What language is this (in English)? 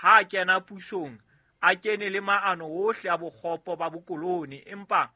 Southern Sotho